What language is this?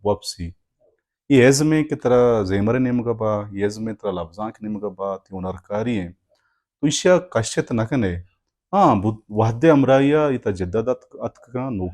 Baluchi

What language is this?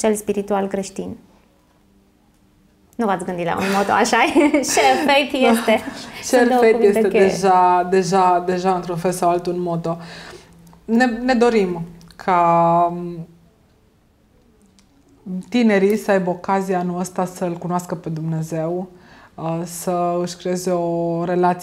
Romanian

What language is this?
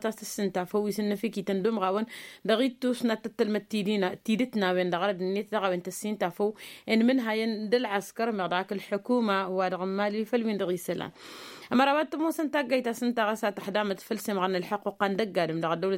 Tamasheq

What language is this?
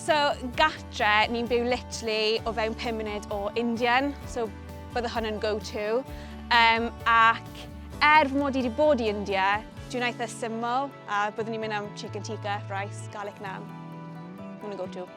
Welsh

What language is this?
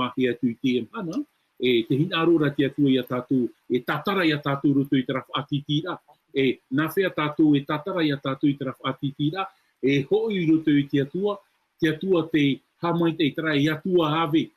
Tahitian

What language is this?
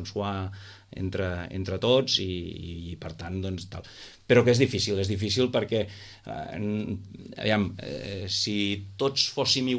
Catalan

